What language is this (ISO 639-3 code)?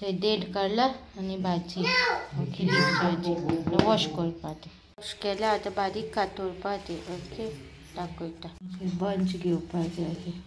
kok